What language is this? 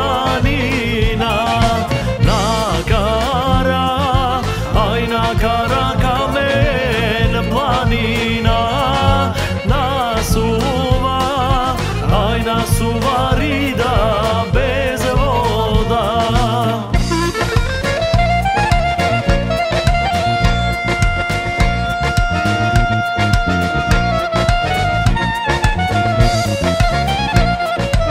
Macedonian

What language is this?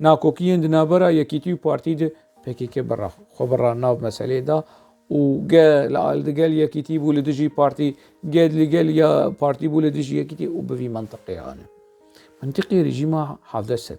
Kurdish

